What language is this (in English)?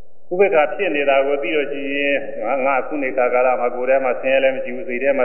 Burmese